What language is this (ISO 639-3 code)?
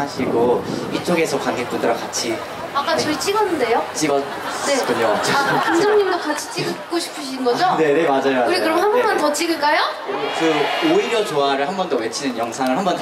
kor